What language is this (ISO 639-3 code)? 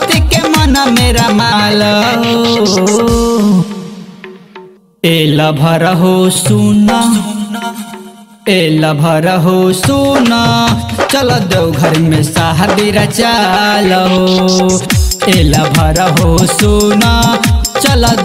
bho